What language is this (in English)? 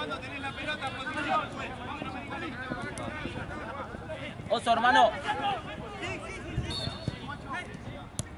Spanish